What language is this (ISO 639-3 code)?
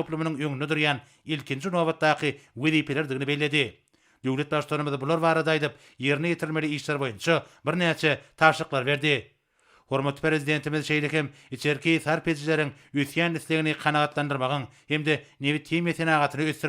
tuk